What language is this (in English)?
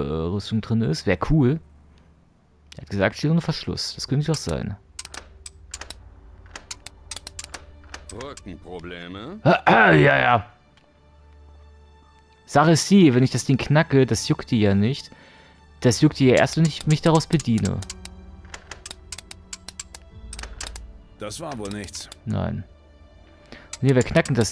German